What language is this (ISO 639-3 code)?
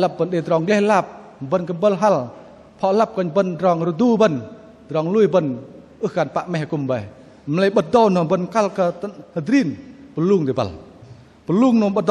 bdq